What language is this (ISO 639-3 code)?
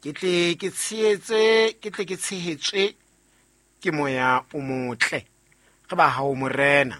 sot